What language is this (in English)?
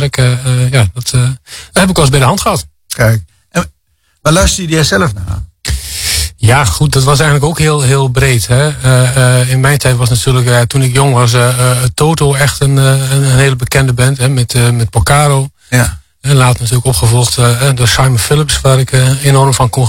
Dutch